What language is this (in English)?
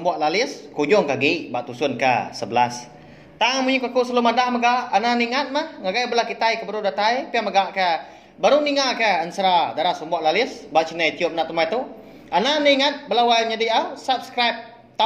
Iban